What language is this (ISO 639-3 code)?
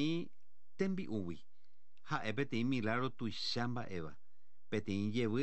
grn